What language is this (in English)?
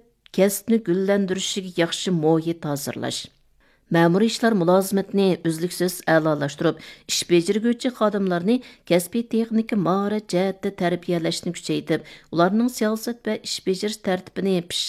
Uyghur